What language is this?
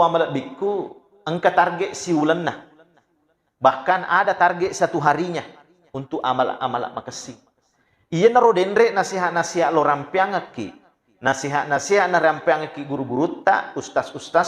Buginese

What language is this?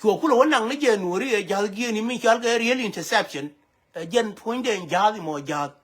Nuer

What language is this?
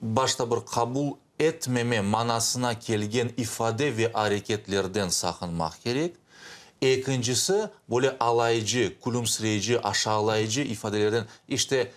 Crimean Tatar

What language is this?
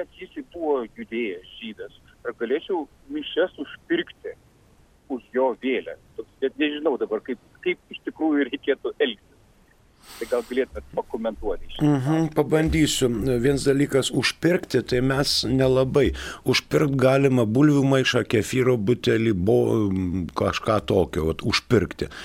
Lithuanian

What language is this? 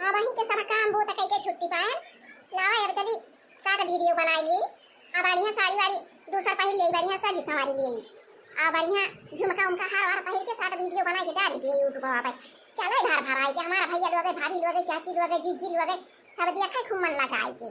Awadhi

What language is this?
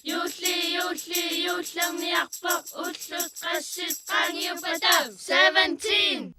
Kalaallisut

